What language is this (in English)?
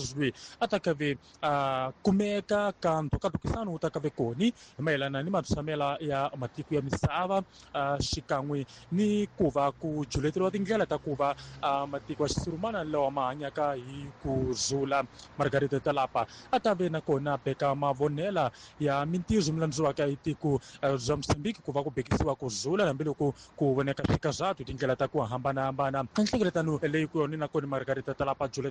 Tsonga